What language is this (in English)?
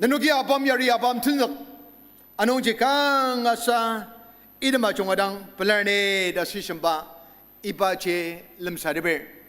Ao Naga